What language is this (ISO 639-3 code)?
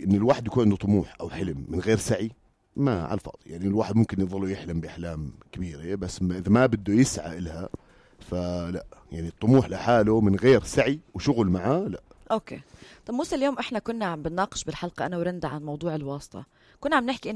apc